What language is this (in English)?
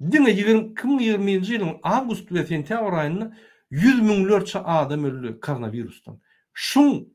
Turkmen